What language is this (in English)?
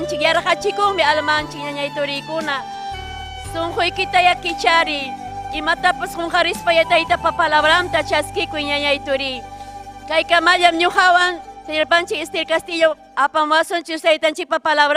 Ayacucho Quechua